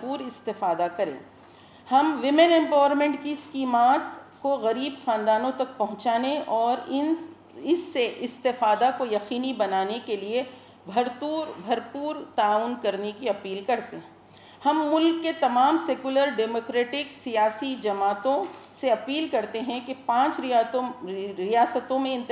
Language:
Urdu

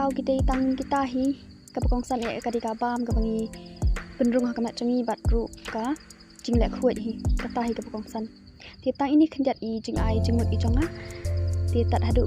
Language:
Khasi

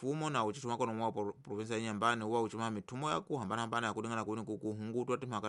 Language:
Tsonga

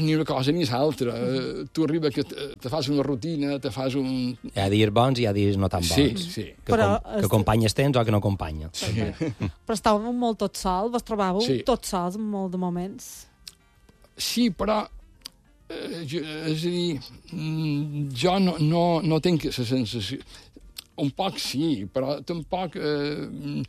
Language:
Catalan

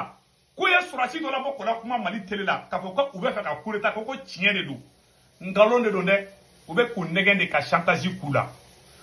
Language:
Bambara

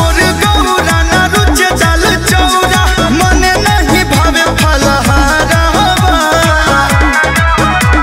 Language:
Bhojpuri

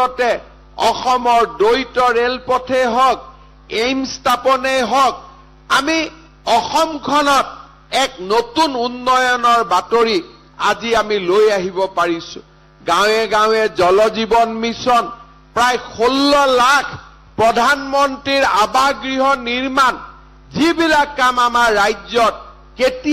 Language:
Assamese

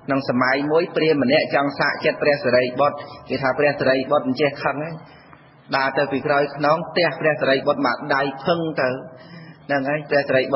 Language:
Khmer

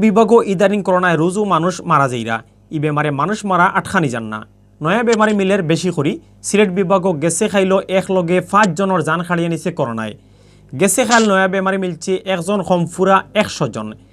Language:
Sylheti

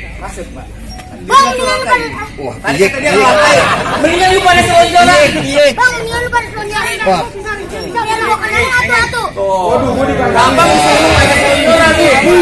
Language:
Betawi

